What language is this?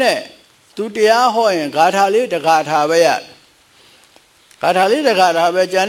Burmese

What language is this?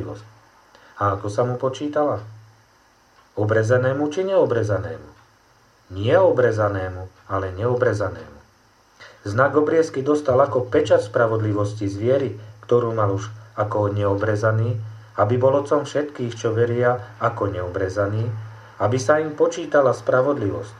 Slovak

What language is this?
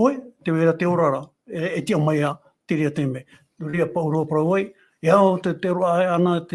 Tahitian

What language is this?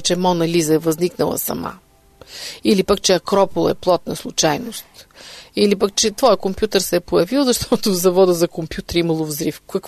Bulgarian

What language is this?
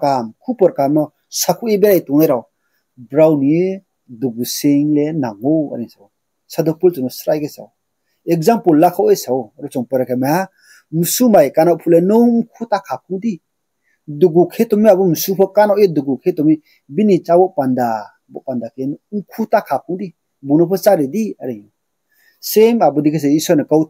Riang (India)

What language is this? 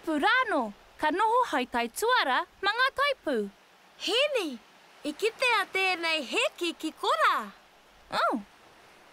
Māori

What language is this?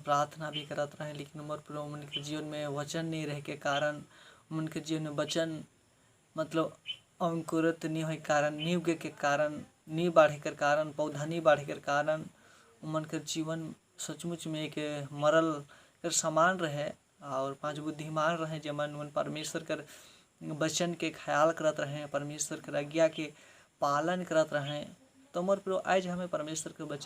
Sadri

